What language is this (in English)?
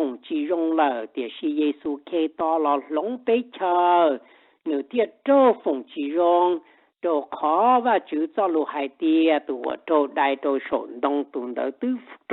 Hmong